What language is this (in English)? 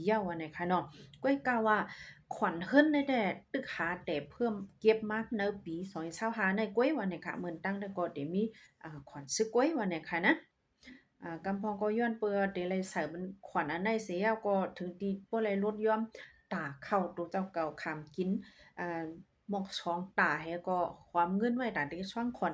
Shan